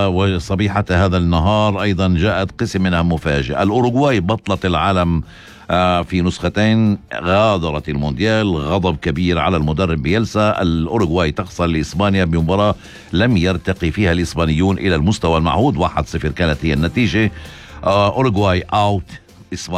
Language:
North Levantine Arabic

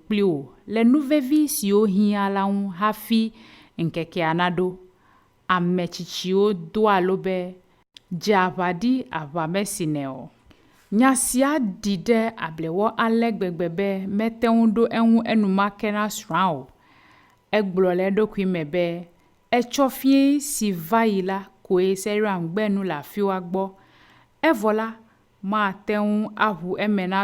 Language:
Ewe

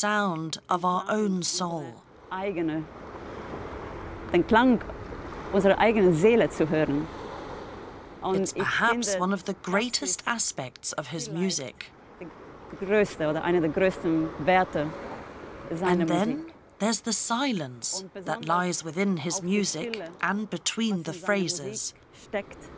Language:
English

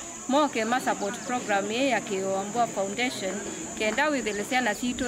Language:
Kamba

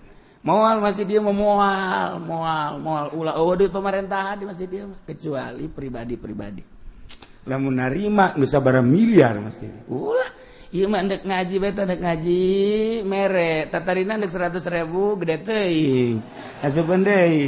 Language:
Sundanese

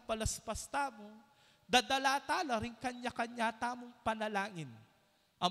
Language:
Pampanga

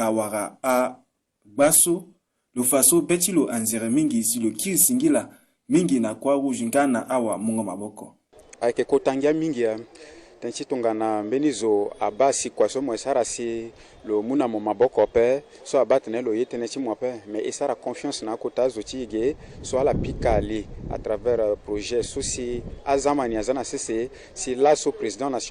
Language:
Sango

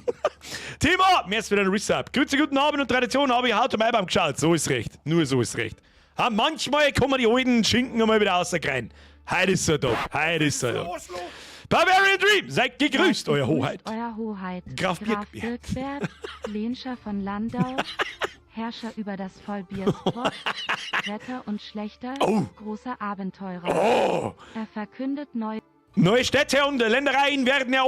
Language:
Bavarian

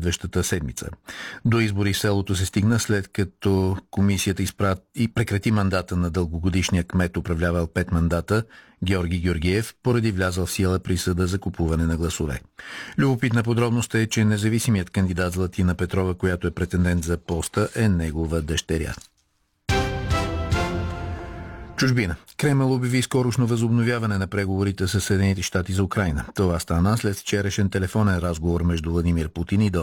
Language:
Bulgarian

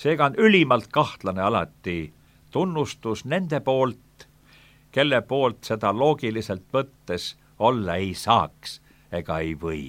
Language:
Estonian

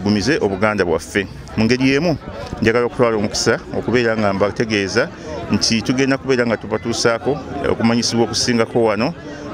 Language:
Ganda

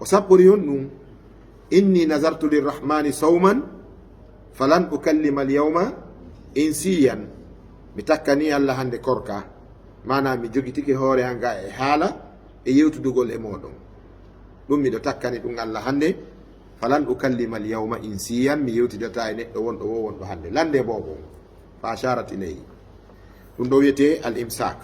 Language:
Fula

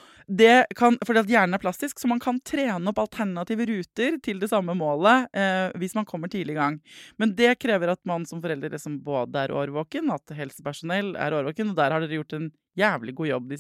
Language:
Norwegian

